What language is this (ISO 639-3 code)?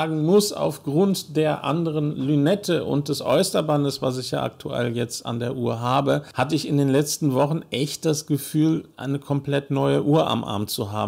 deu